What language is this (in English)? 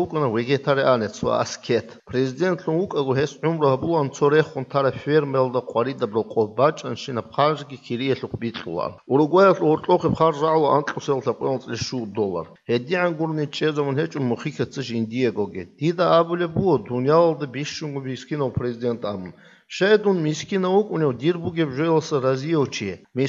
Avaric